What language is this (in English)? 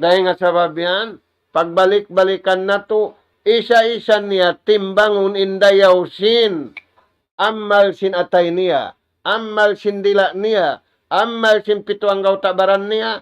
Tausug